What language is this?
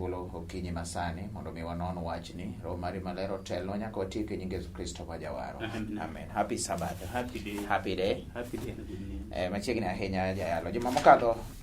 Luo (Kenya and Tanzania)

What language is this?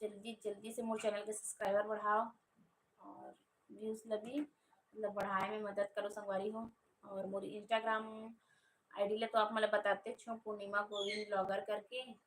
Chhattisgarhi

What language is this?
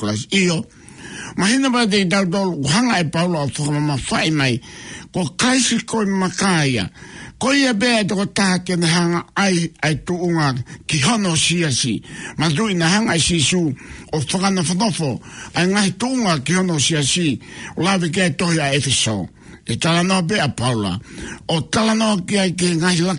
Tongan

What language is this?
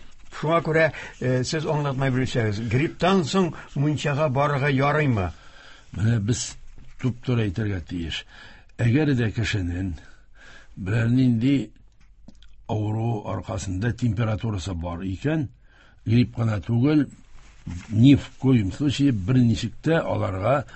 Tatar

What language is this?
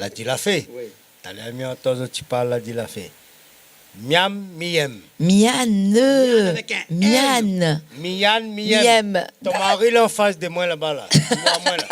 Réunion Creole French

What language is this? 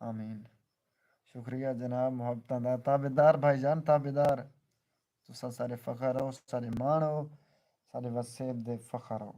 Saraiki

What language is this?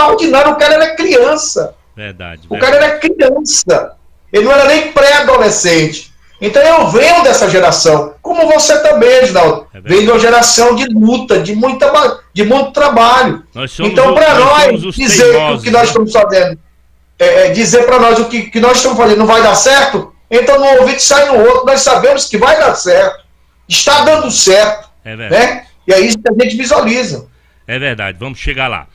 Portuguese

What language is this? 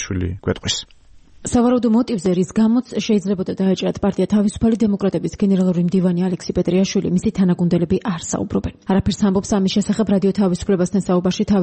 Georgian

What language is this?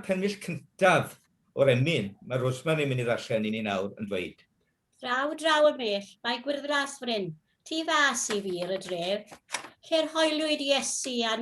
Welsh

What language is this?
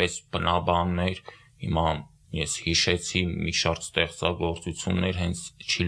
Armenian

